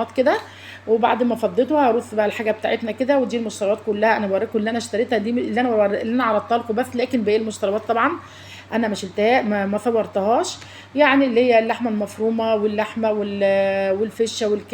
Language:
Egyptian Arabic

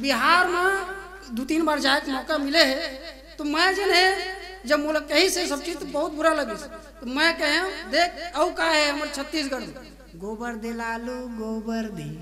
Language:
Chhattisgarhi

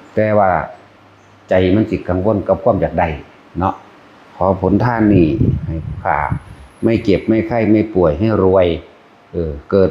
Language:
Northeastern Thai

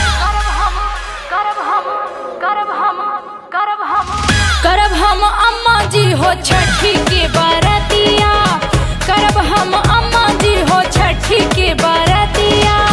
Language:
Bhojpuri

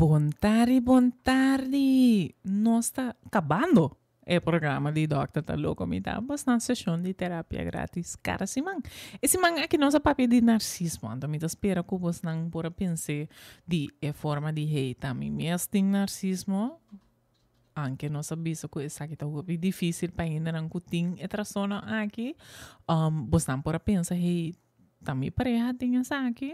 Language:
Papiamento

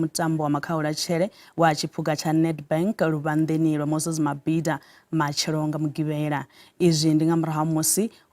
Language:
Venda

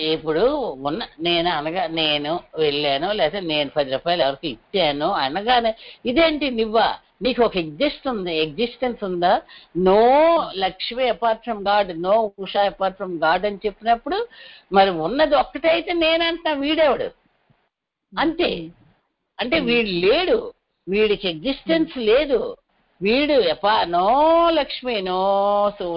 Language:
Telugu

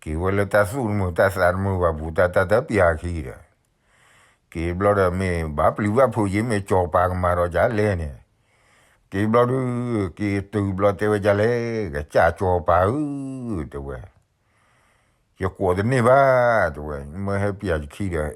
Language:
S'gaw Karen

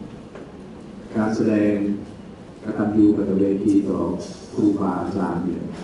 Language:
Thai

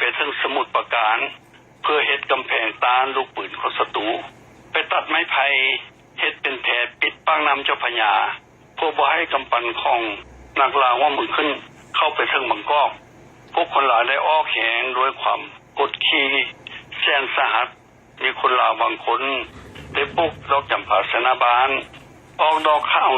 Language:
Lao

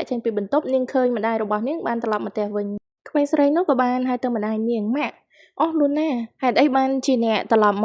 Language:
Khmer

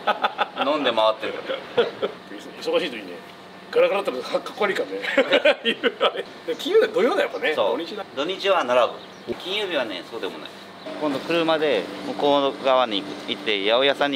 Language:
Japanese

